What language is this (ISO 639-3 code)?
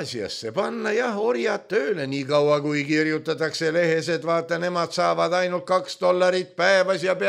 est